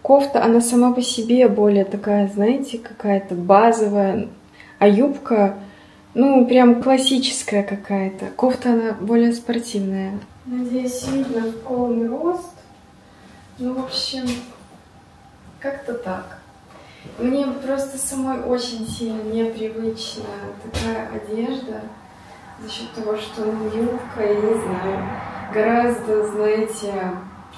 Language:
Russian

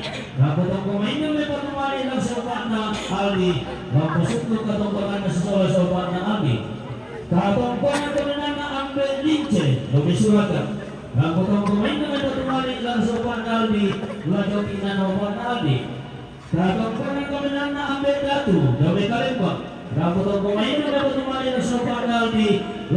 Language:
Toraja-Sa'dan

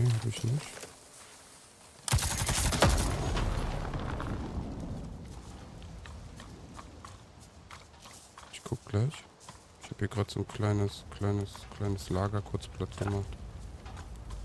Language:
German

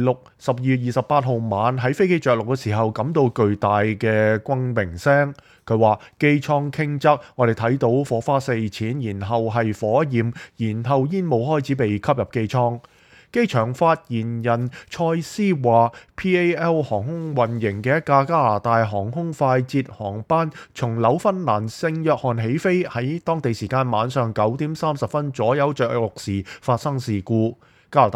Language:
Cantonese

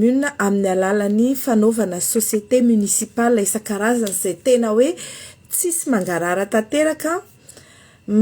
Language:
Malagasy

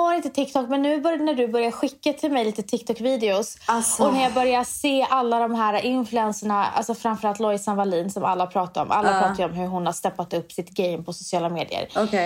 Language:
Swedish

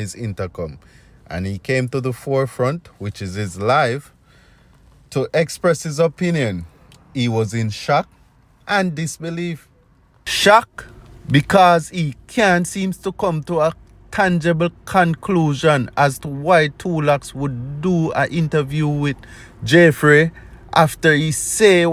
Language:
Jamaican Creole English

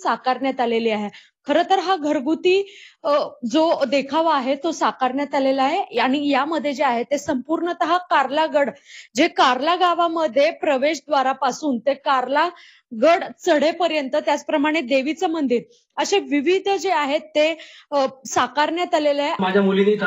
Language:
Marathi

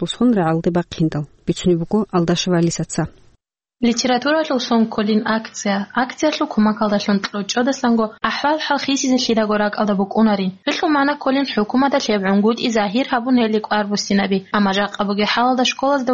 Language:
Avaric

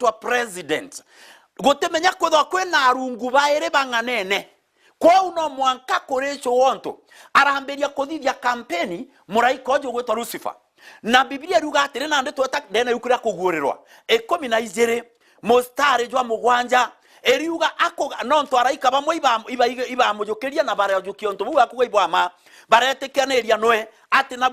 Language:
Meru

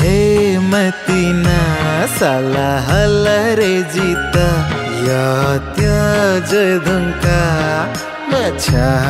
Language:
Newari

